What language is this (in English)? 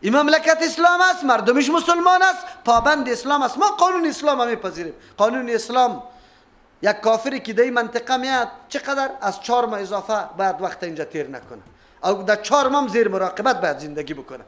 Persian